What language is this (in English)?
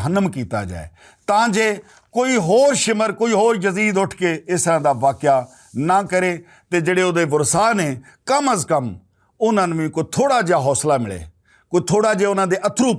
Western Panjabi